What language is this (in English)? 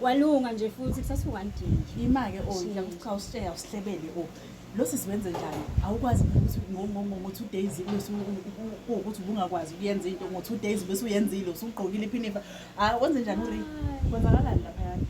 Zulu